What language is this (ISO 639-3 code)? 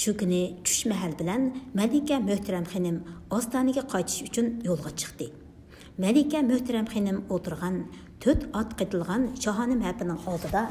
uig